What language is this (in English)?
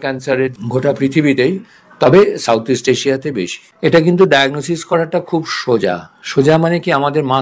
Bangla